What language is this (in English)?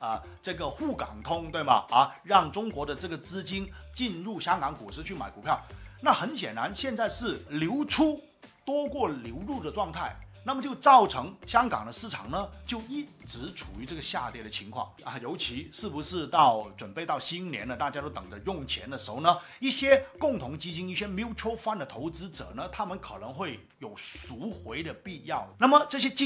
Chinese